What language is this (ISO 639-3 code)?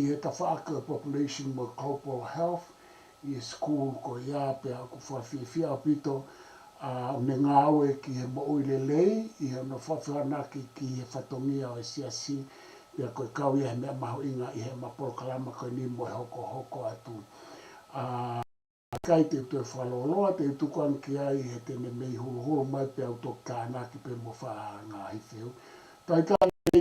ton